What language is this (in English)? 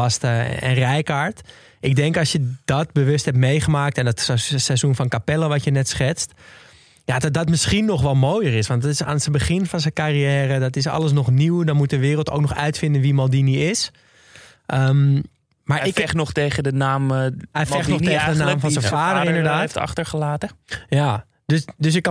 Dutch